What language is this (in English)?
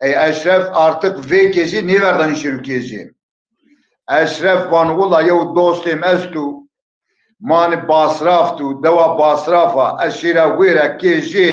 Zaza